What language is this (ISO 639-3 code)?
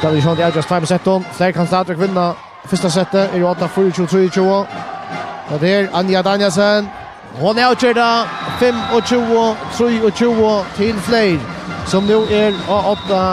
fao